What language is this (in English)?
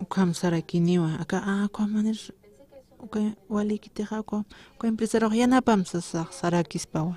Aymara